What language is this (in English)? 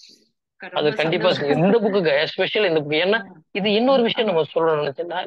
Tamil